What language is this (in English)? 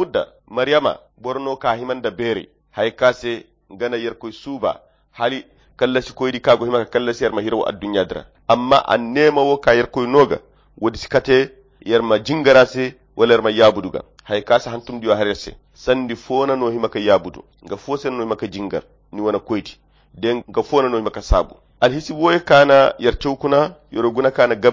Koyra Chiini